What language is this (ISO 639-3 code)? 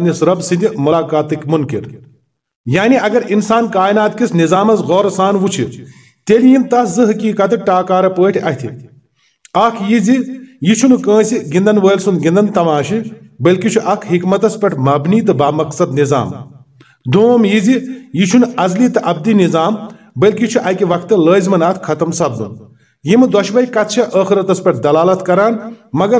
kas